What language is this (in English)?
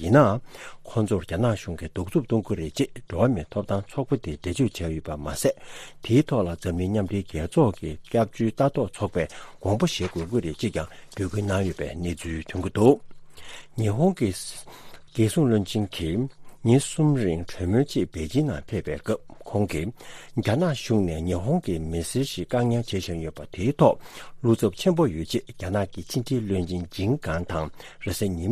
Tibetan